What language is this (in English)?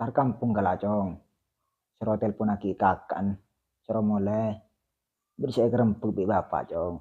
Madurese